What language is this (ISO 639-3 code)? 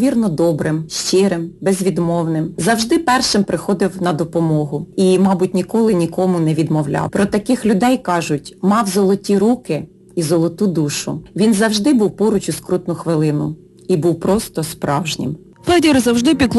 ukr